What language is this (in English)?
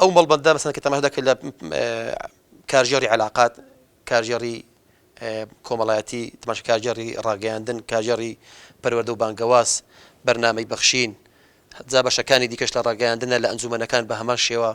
Central Kurdish